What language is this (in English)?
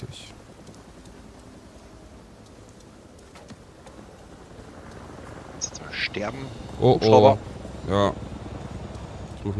German